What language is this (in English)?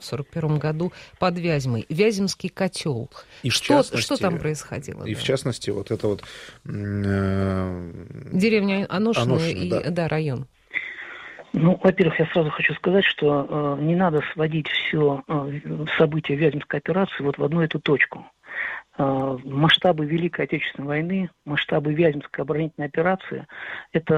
Russian